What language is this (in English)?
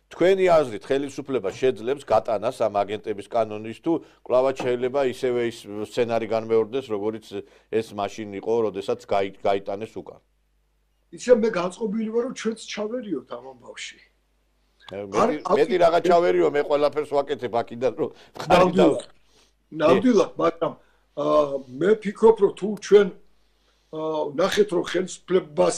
Georgian